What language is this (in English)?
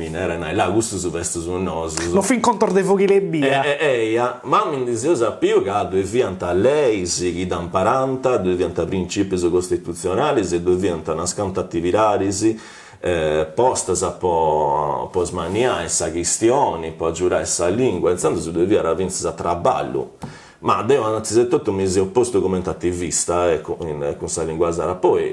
Sardinian